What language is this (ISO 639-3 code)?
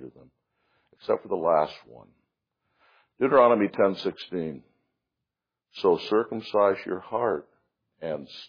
eng